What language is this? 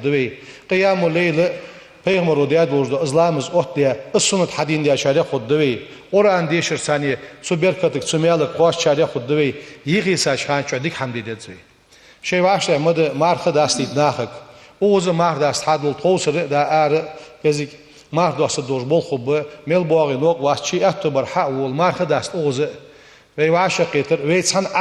Ingush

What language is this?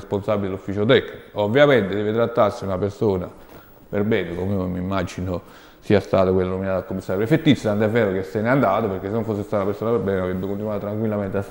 Italian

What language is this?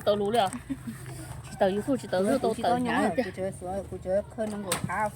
Hmong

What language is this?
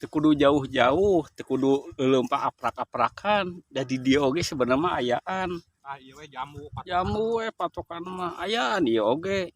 Sundanese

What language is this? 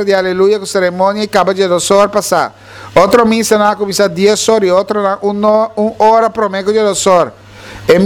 Papiamento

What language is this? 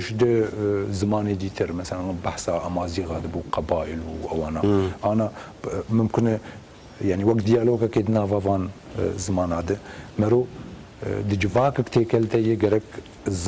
Kurdish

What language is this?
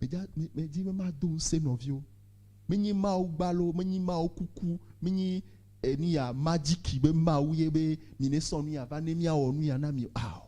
Ewe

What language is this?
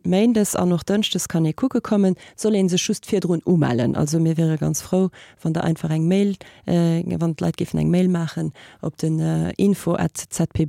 Luxembourgish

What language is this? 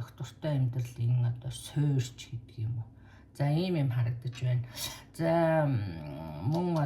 Mongolian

